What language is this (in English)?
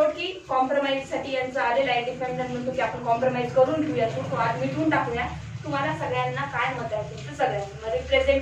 Marathi